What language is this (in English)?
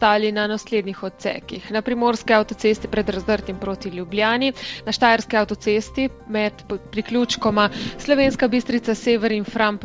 Slovenian